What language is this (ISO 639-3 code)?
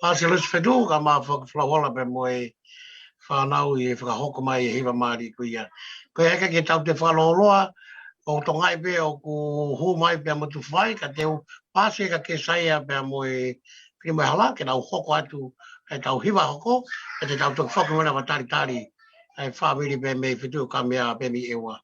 ton